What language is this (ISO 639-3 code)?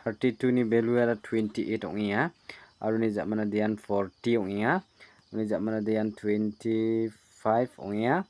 grt